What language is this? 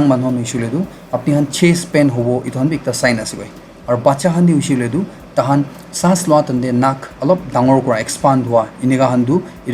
Naga Pidgin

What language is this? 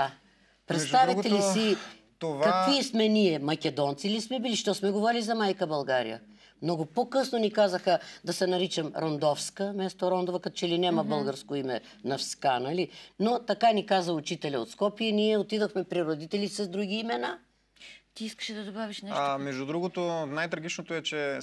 Bulgarian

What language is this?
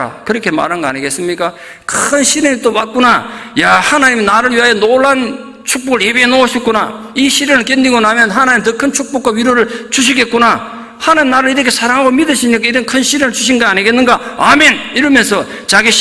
Korean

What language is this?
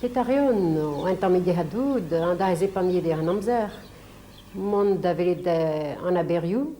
Breton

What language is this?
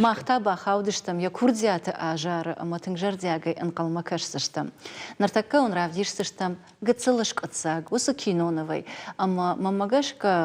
Ossetic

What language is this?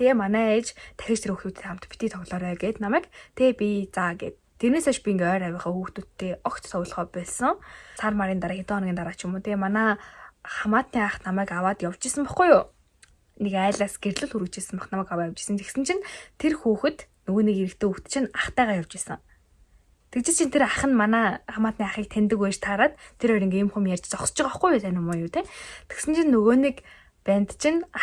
Mongolian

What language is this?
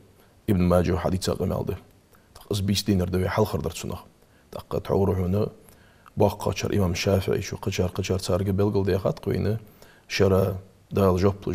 Ingush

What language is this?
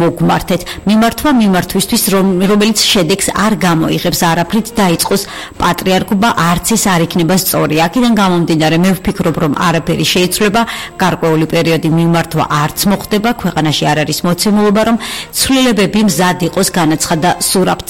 Georgian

